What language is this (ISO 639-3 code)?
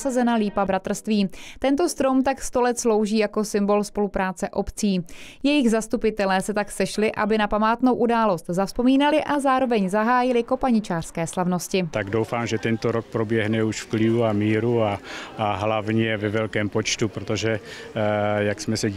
ces